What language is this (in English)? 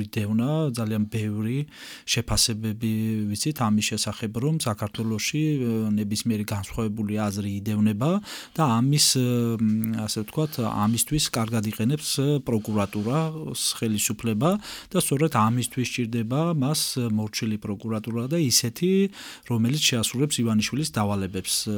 Georgian